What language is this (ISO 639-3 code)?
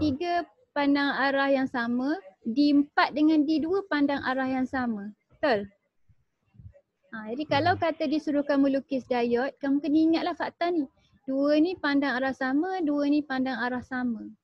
msa